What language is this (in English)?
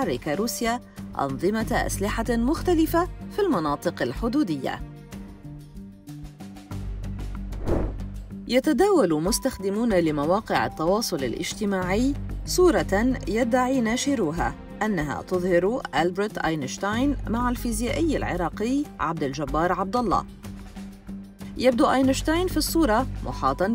Arabic